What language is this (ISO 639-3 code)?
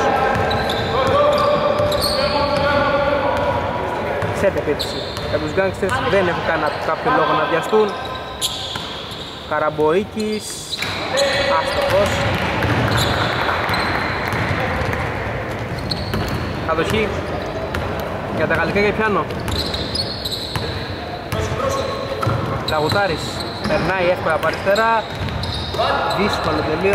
ell